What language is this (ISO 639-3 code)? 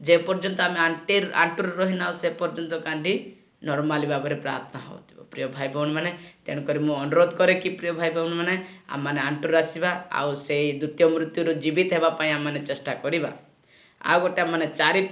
ori